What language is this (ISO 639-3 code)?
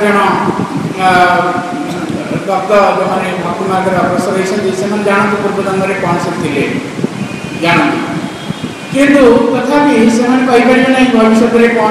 ori